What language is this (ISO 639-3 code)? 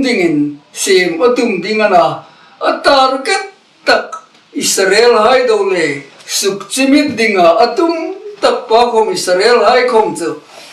hmr